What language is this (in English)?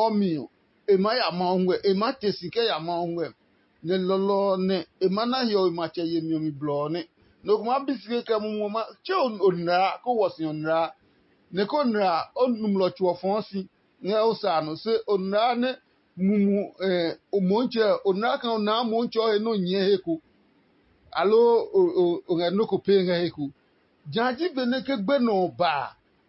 Adangme